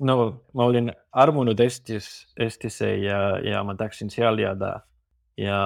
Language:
Estonian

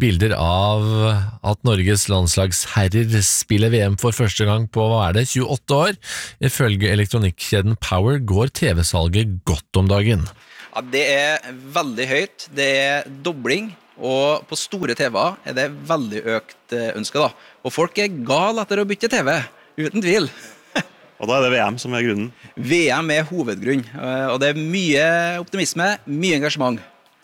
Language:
Norwegian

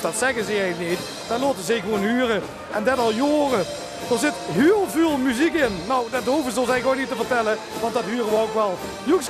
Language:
Limburgish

